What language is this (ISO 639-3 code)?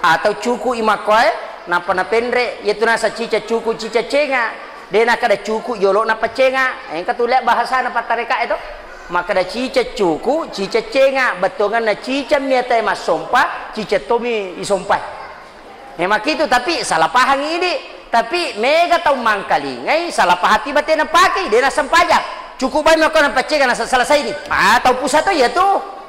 bug